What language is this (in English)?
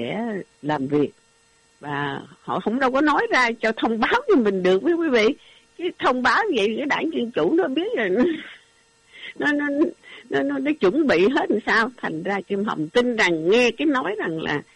Vietnamese